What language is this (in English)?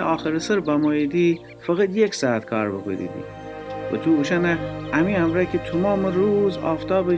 Gilaki